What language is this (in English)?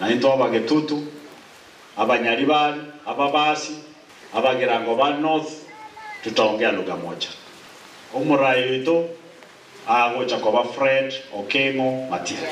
Gusii